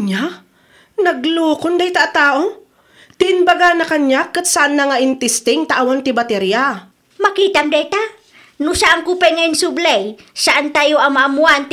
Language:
Iloko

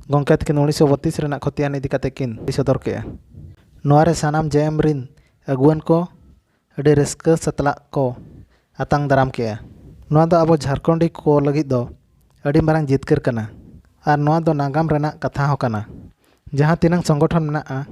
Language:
Santali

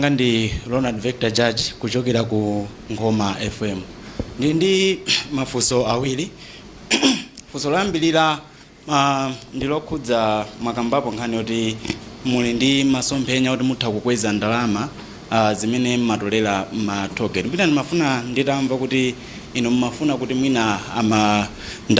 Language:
Nyanja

